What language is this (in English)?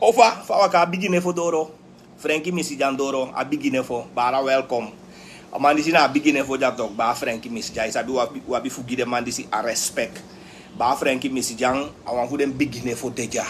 Sranan Tongo